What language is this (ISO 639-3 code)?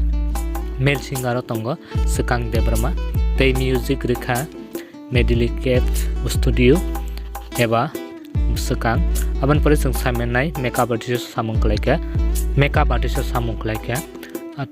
trp